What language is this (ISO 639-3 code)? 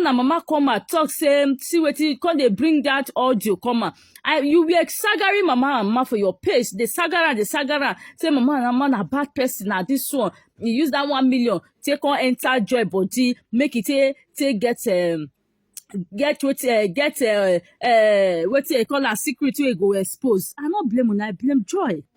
pcm